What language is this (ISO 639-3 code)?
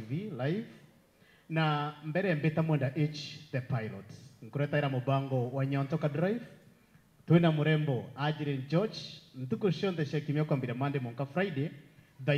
mer